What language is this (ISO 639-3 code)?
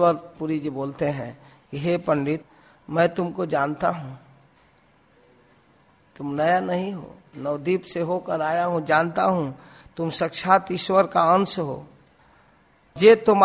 hin